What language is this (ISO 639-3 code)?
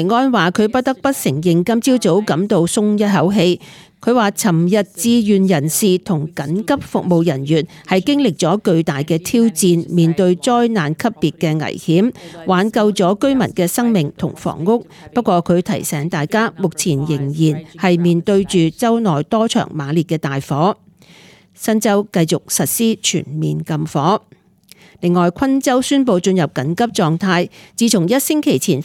yue